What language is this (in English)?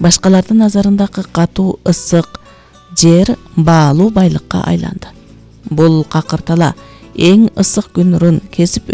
Kyrgyz